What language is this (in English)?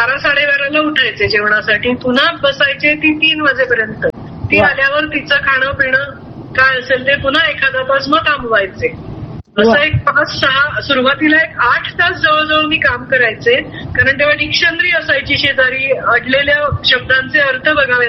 Marathi